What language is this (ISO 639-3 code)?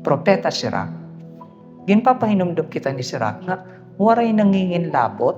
war